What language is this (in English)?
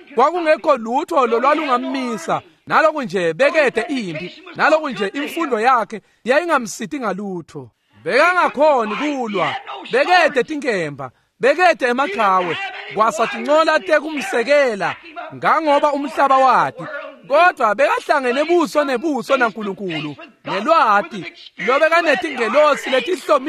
Swati